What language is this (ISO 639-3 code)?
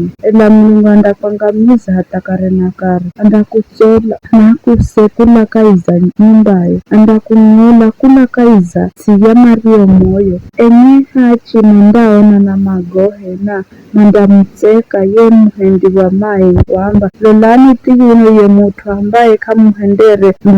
nyf